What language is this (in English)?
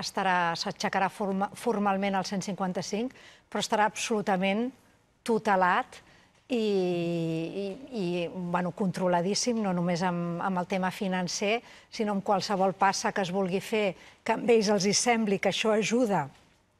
Catalan